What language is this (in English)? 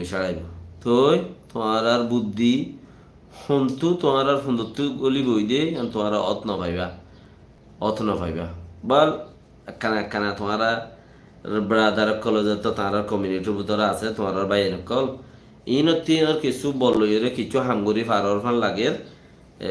Rohingya